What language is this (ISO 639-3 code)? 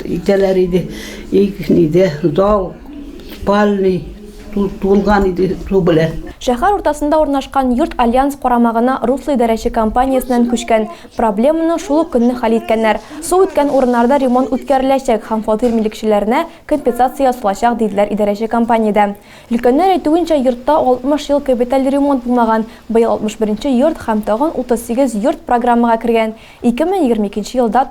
tat